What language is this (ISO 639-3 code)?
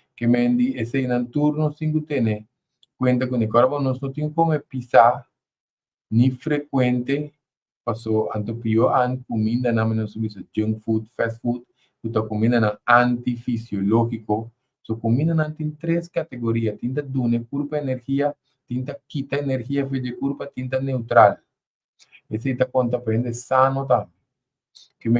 pap